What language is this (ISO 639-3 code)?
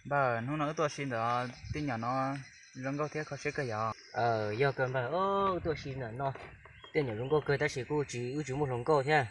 hmn